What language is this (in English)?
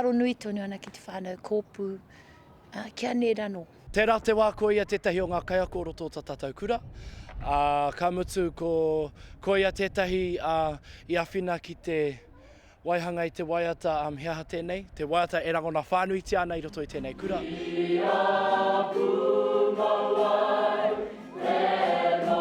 Māori